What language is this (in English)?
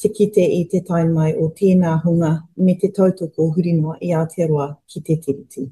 Māori